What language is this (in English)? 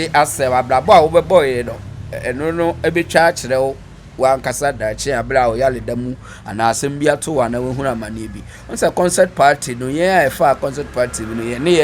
Akan